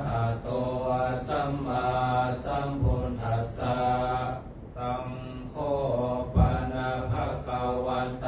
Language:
Pali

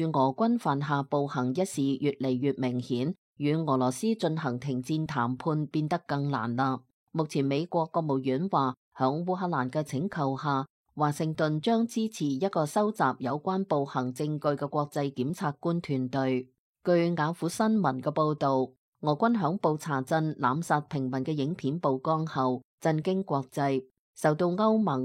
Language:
Cantonese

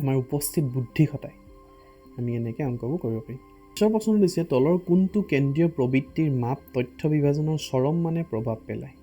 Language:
Assamese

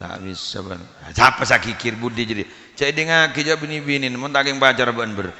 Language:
Madurese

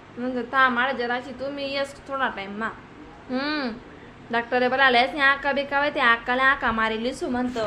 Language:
Khandesi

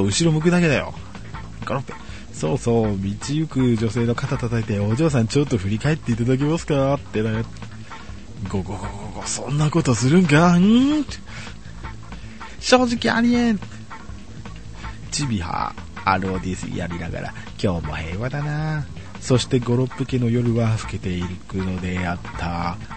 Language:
Japanese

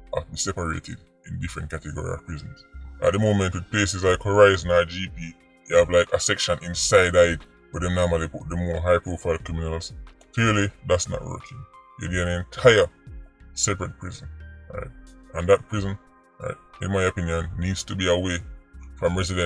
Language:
Jamaican Creole English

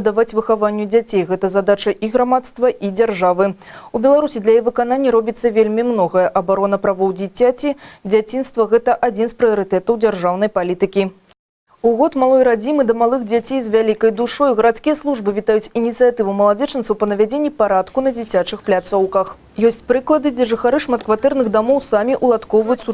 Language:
Belarusian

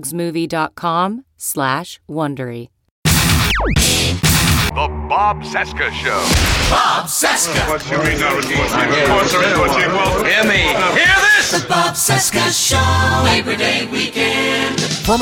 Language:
English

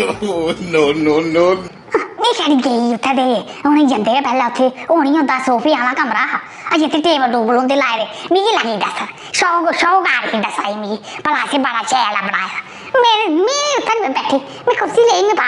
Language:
Dogri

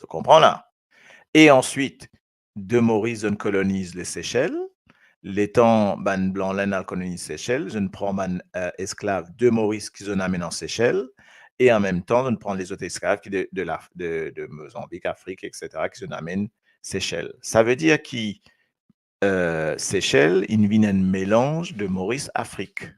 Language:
Morisyen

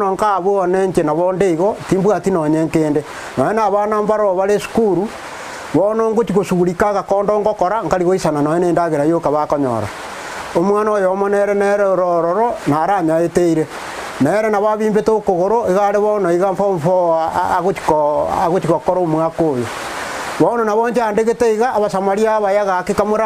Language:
Gusii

